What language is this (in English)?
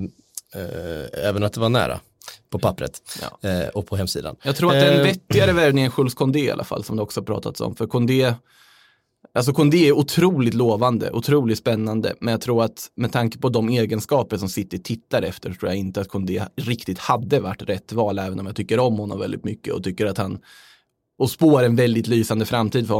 Swedish